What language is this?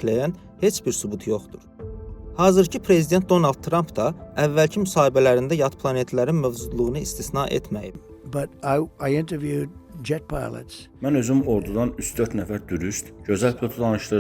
Azerbaijani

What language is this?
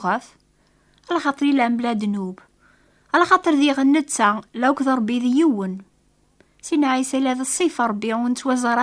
Kabyle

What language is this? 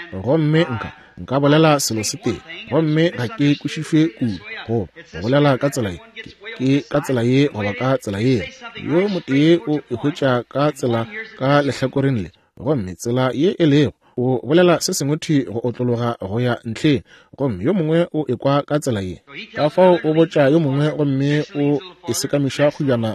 Northern Sotho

